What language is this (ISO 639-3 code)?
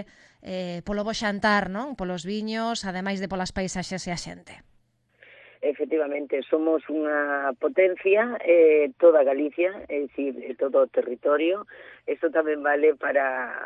glg